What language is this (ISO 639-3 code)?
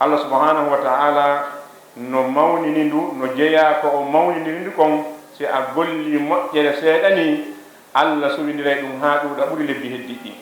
ful